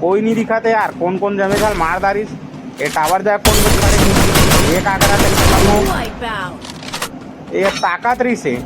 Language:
Chhattisgarhi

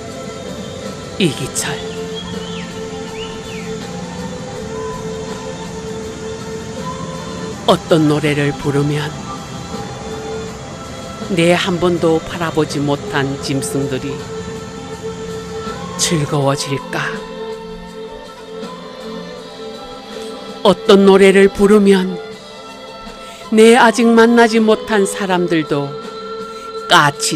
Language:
Korean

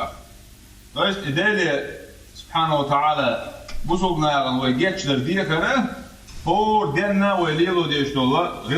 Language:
Chechen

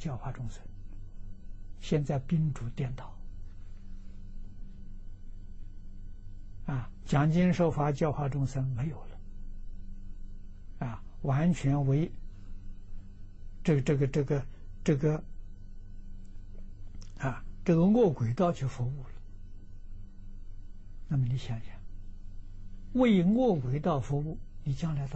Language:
Chinese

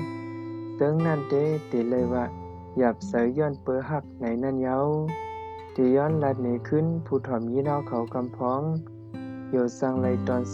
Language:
Shan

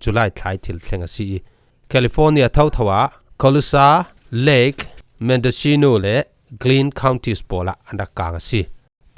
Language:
Falam Chin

